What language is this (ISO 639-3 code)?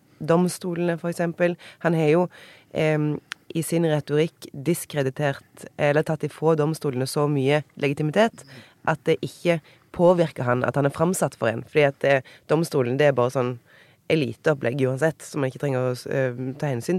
nor